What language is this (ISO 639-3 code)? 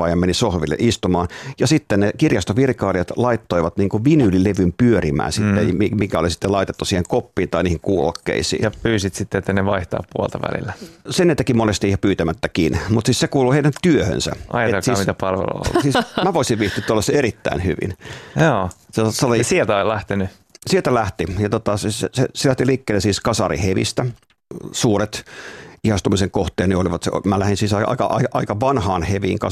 fin